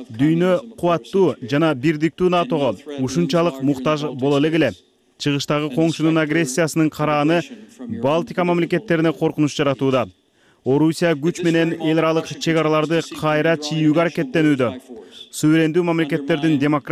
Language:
Kyrgyz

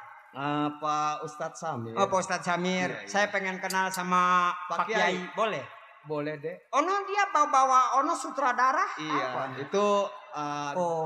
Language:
Betawi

